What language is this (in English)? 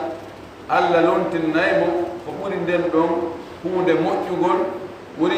Fula